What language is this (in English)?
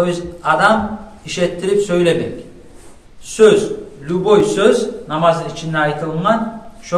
Kumyk